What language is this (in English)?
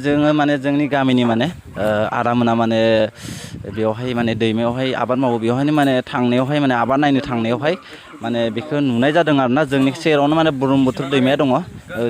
Bodo